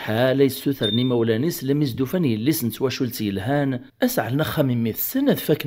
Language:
Kabyle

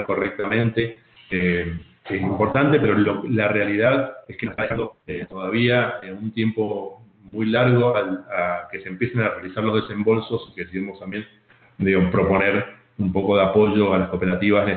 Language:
Spanish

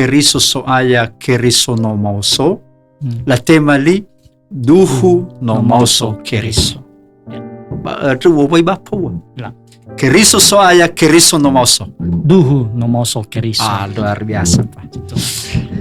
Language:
Nias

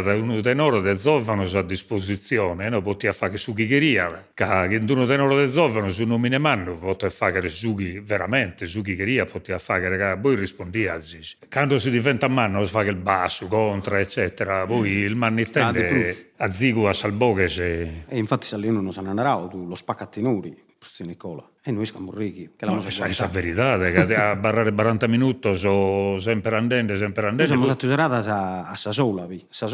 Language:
Sardinian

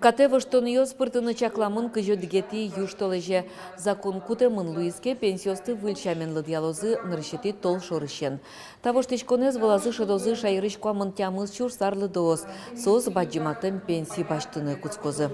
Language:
Udmurt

